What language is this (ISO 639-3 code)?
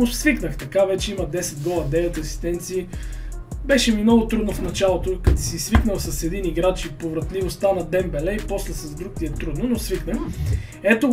bul